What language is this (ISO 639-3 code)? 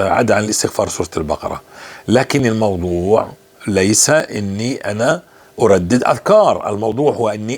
apc